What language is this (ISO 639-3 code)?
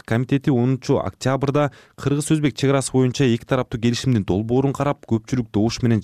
kir